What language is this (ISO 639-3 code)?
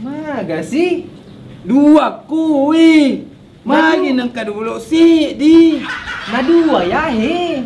bug